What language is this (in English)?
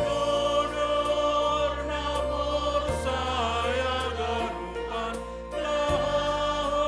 Batak Simalungun